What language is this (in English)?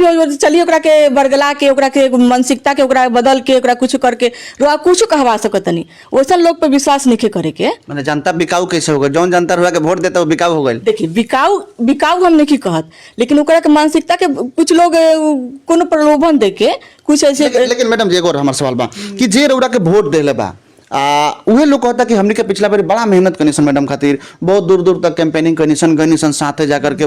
Bhojpuri